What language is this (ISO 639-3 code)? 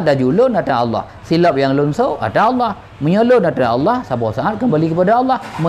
ace